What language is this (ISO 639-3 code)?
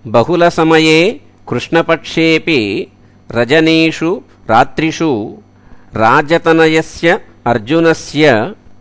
san